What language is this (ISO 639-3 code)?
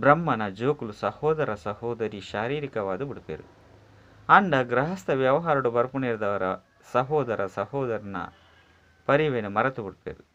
tcy